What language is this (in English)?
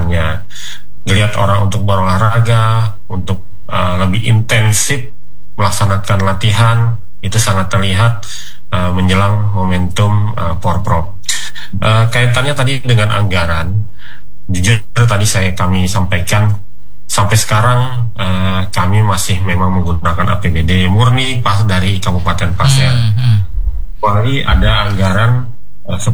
Indonesian